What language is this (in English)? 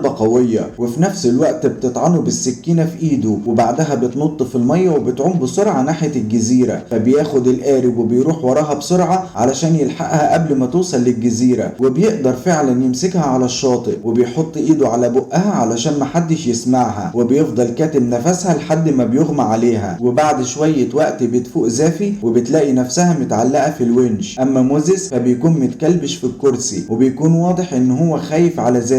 Egyptian Arabic